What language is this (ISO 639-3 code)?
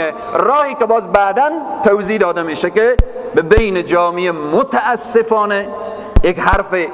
fas